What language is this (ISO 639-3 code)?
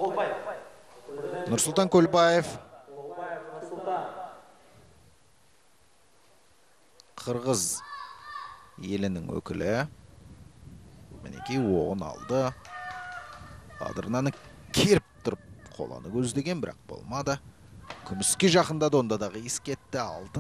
kaz